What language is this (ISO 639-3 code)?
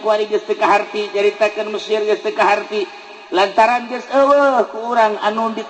sun